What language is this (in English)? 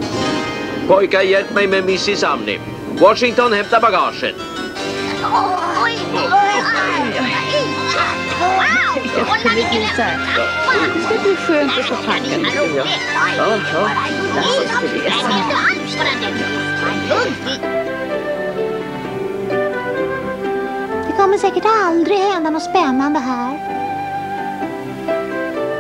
Swedish